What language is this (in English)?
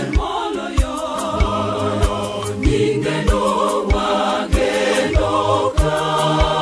Luo (Kenya and Tanzania)